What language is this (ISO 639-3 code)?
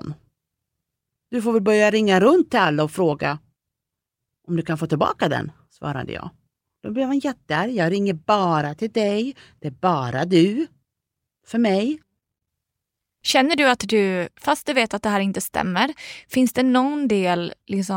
swe